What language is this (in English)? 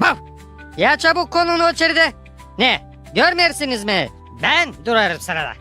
Gagauz